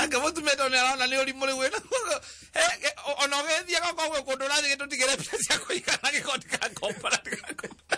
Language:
Kikuyu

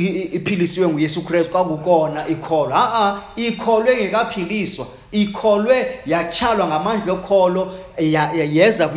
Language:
Xhosa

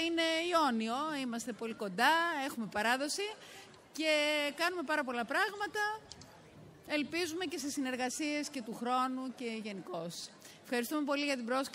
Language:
Greek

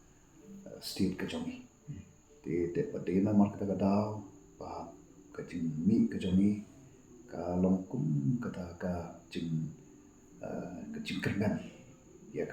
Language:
Khasi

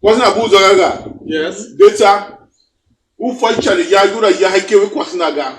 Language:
Tiv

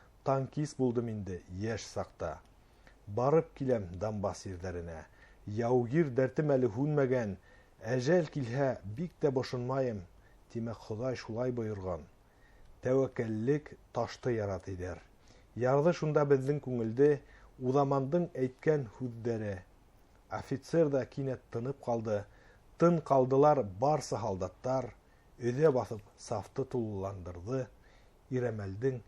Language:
Bashkir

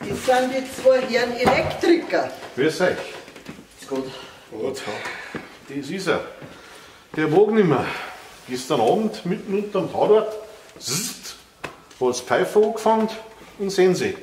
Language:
Bavarian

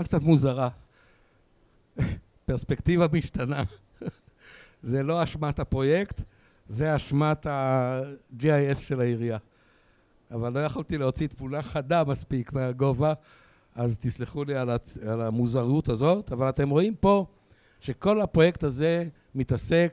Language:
Hebrew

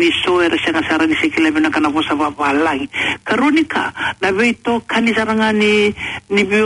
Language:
Fijian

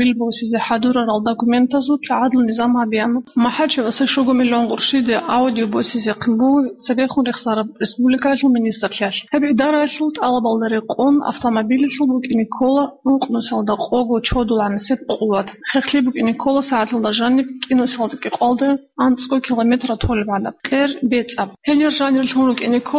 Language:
Avaric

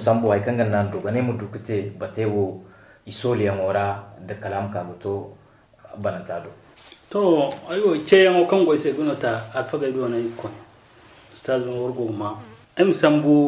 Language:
Zarma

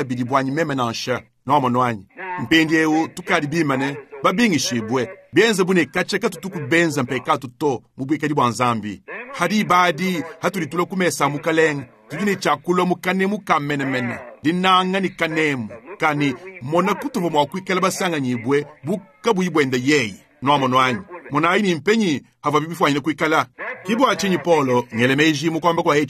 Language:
Luba-Lulua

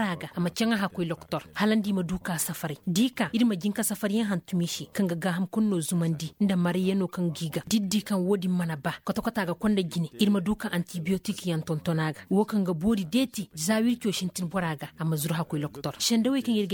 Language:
Koyraboro Senni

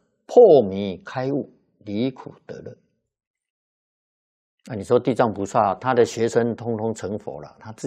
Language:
Chinese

